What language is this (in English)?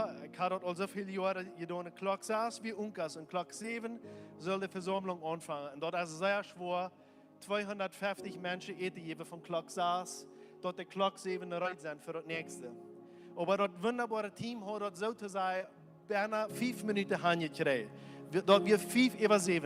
Plautdietsch